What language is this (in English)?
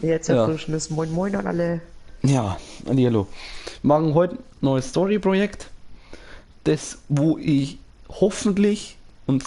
Bavarian